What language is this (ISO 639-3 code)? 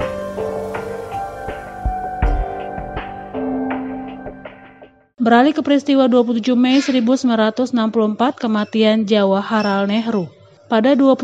ind